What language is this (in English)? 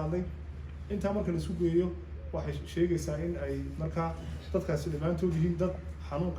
Somali